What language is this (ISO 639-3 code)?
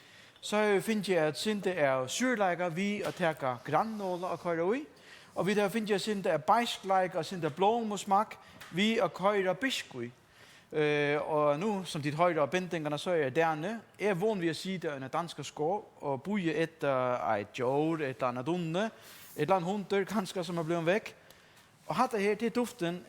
fao